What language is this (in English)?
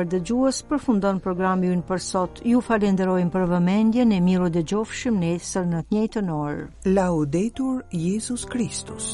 Albanian